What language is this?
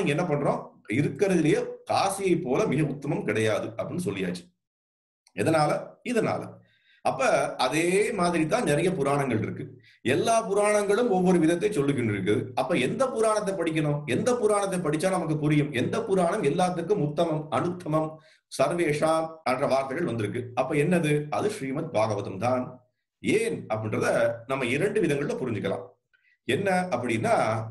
Tamil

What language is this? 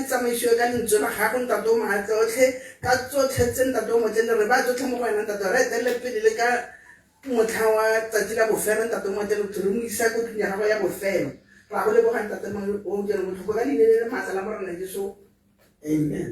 Tswana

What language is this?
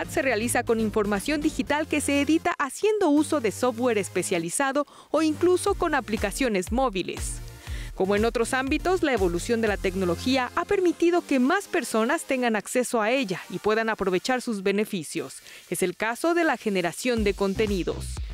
Spanish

